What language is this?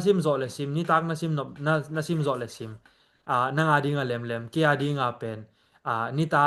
Tedim Chin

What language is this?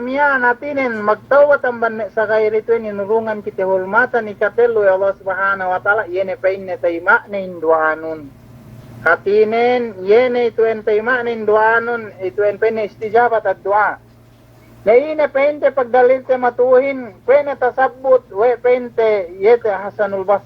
Yakan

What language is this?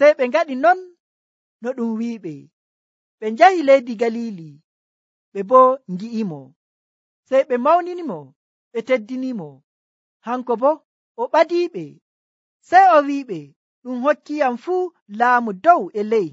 Nigerian Fulfulde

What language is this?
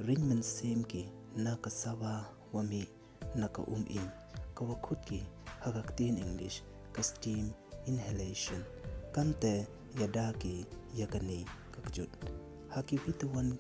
Pnar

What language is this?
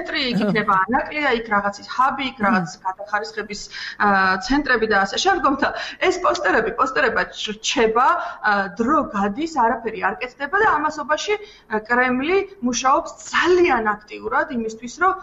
Georgian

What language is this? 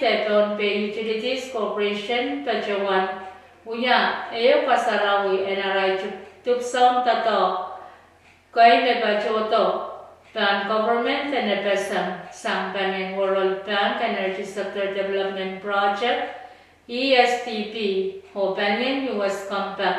Pohnpeian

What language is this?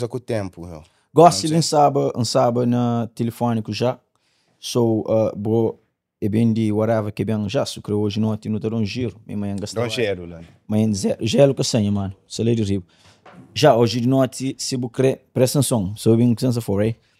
Kabuverdianu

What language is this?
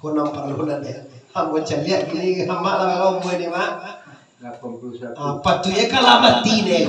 Minangkabau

